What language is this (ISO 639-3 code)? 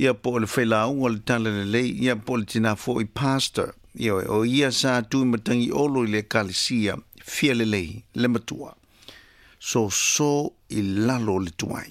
smo